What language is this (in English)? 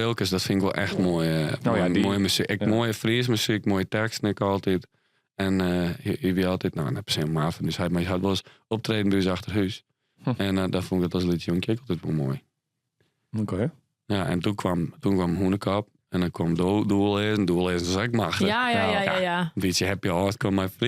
Western Frisian